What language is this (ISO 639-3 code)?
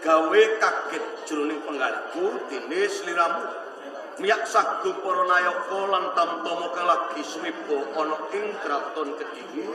jav